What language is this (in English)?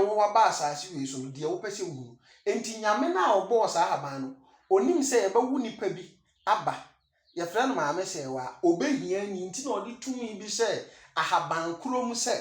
Akan